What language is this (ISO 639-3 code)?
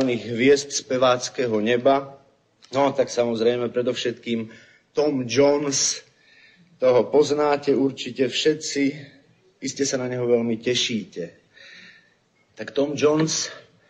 slk